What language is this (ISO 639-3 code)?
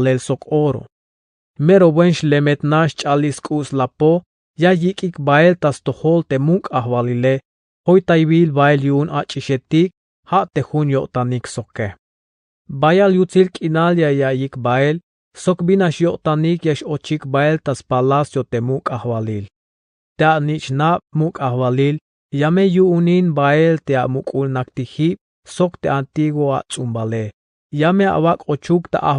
tzh